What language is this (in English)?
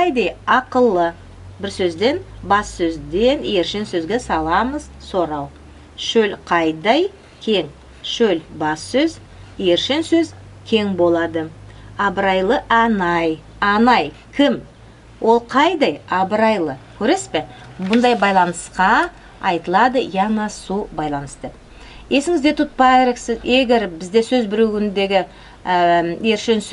Nogai